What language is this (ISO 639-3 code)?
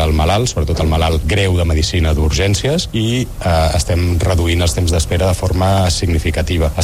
cat